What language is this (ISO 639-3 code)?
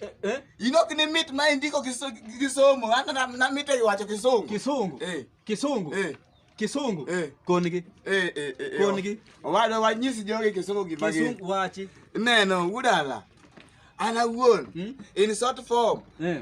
luo